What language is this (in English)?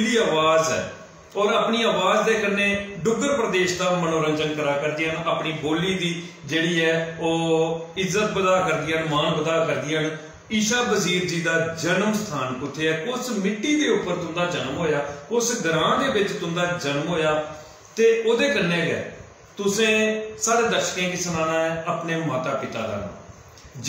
Dogri